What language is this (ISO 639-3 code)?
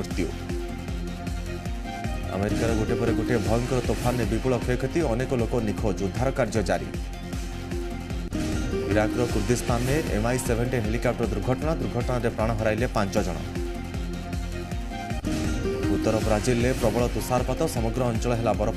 ori